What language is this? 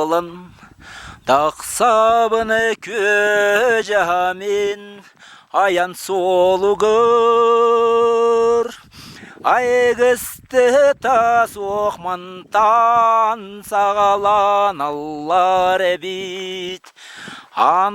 Yakut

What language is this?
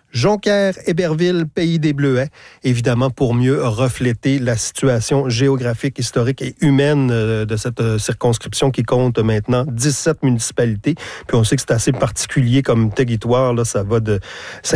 French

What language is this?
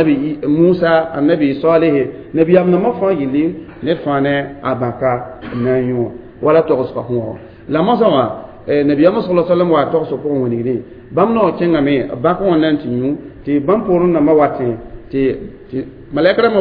Mossi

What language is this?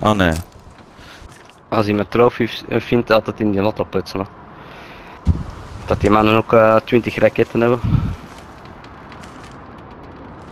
Dutch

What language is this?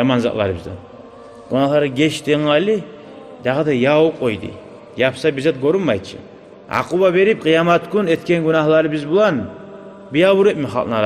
Kumyk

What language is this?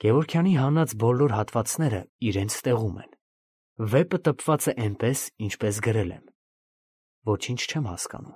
Armenian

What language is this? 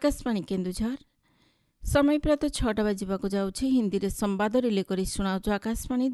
Odia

